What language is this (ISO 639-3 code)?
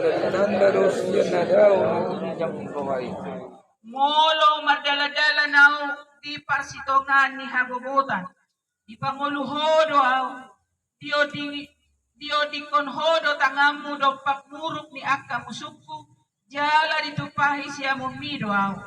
bbc